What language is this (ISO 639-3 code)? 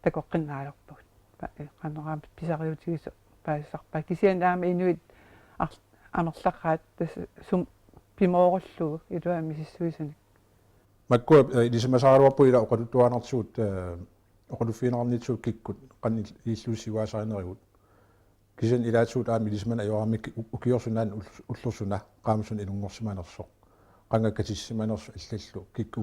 kal